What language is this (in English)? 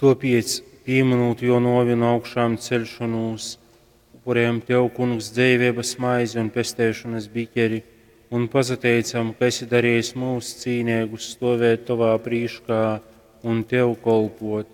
Latgalian